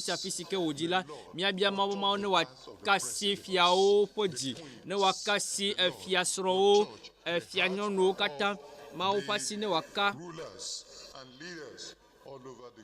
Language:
Ewe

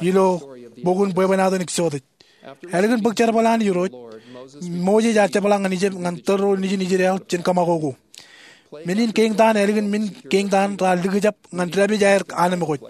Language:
Marshallese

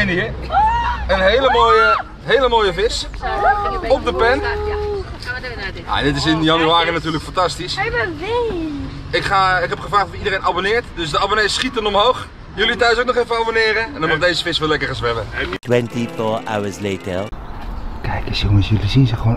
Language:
Dutch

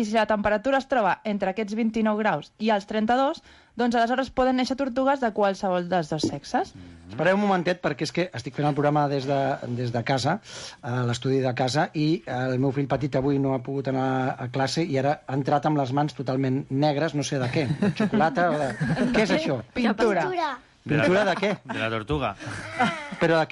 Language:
Catalan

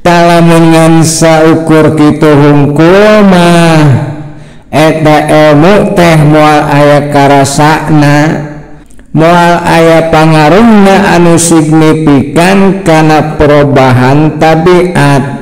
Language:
Sundanese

